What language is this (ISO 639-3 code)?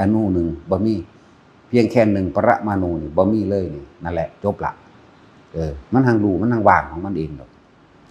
tts